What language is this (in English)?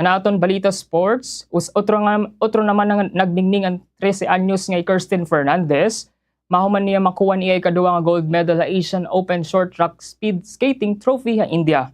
Waray